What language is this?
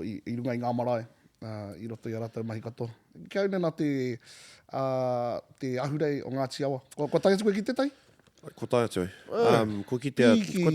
Māori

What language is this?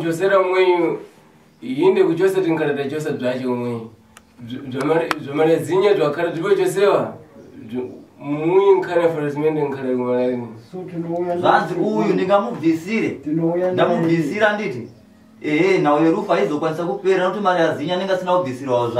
Shona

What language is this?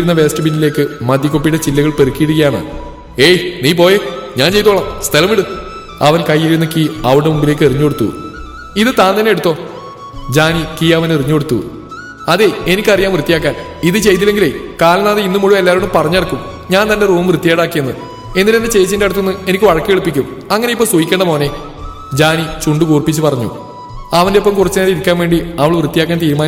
Malayalam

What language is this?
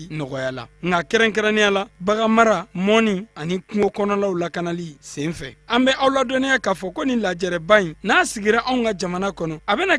Bambara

